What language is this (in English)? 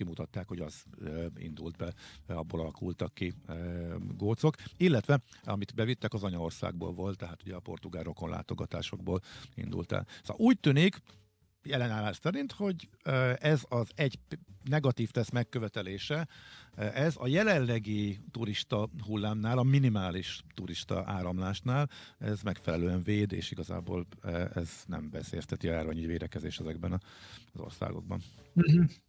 Hungarian